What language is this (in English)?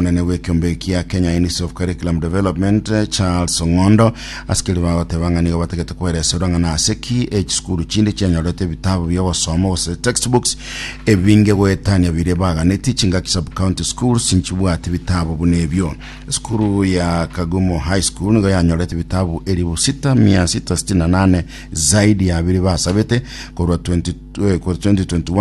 Gusii